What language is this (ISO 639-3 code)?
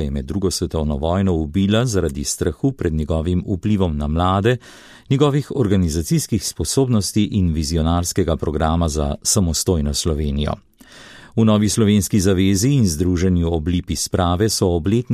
slv